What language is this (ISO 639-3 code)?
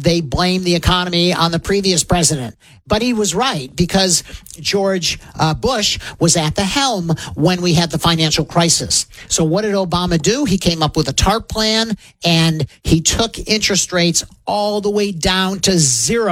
eng